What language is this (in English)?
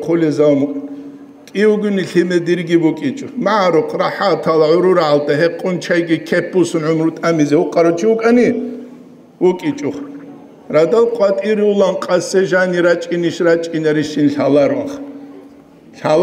Avaric